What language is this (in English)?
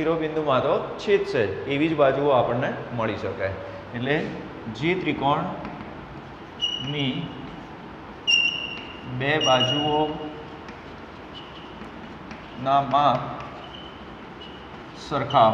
Gujarati